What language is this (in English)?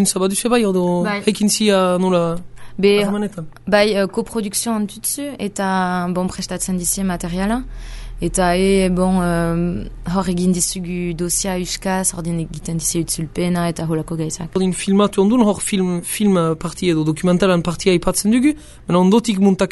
Basque